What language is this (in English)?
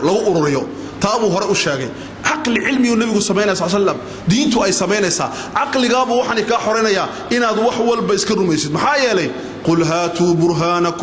Somali